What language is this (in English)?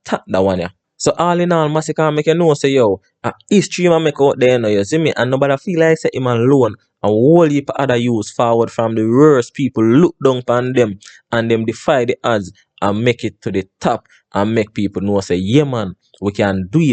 Jamaican Creole English